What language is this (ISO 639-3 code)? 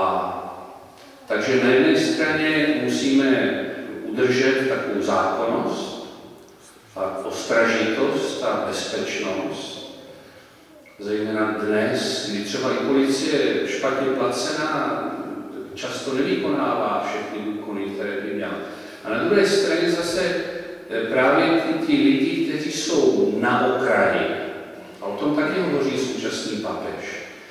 ces